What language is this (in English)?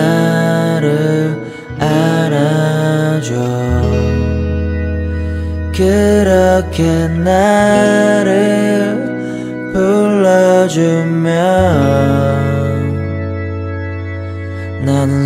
Korean